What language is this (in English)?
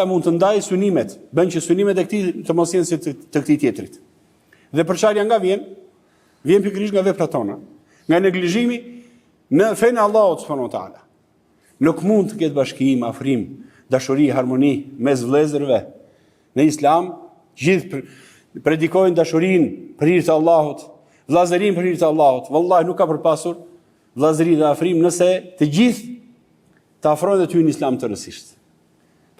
Albanian